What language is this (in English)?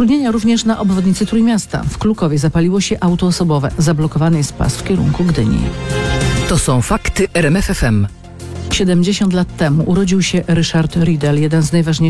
Polish